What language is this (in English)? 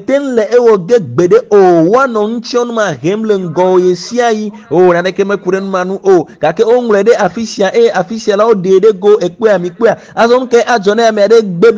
Ewe